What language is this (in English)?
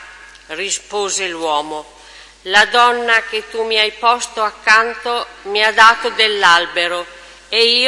Italian